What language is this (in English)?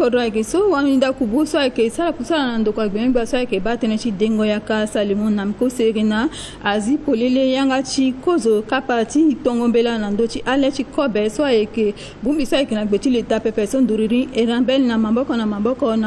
Sango